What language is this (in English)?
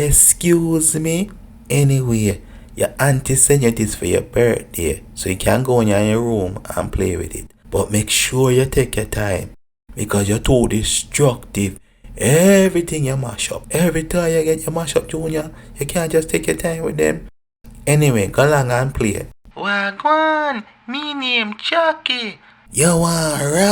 Jamaican Creole English